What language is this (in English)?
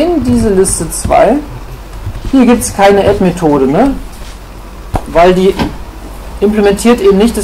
German